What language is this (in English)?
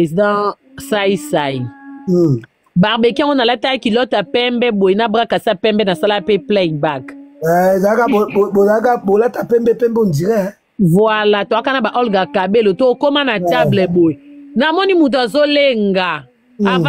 Lingala